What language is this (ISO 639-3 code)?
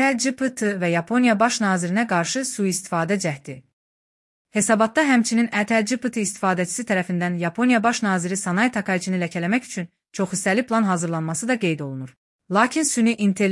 aze